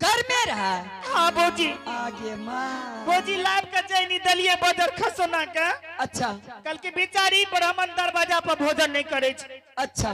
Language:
Angika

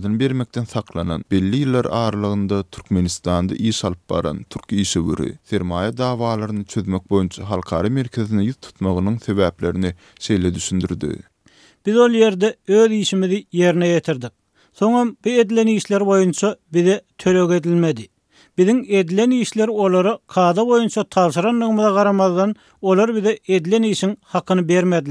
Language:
Turkmen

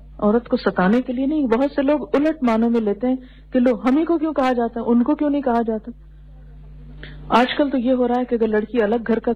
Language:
Urdu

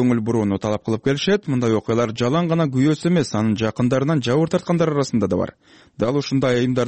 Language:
Kyrgyz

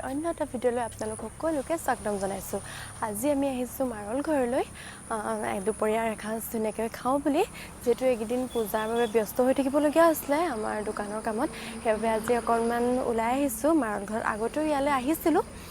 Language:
Assamese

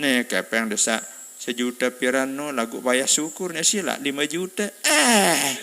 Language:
Sasak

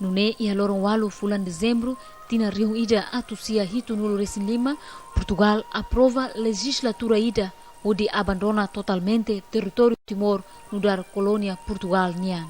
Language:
Tetum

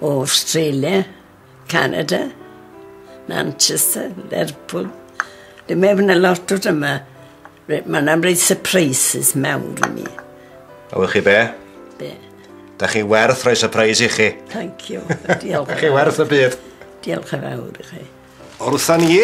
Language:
Welsh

